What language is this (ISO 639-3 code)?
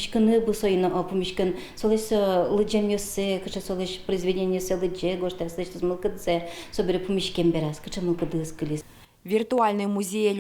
udm